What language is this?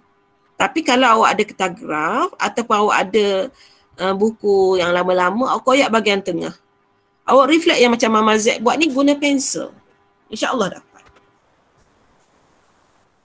Malay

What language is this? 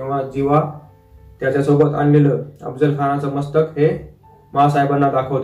Marathi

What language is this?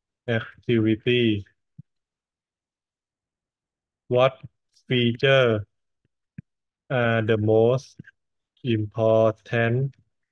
Thai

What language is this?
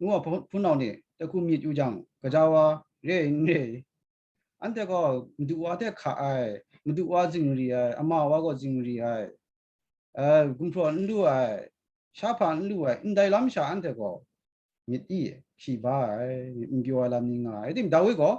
Kachin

